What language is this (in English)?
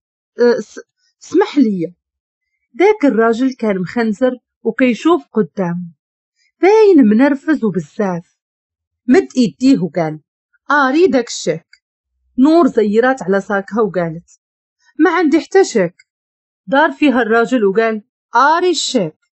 Moroccan Arabic